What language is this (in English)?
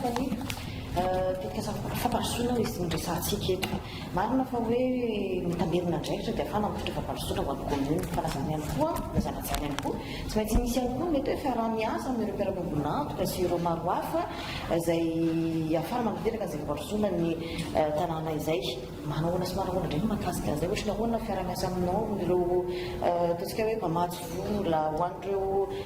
Malagasy